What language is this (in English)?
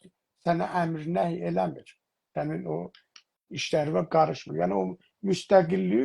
South Azerbaijani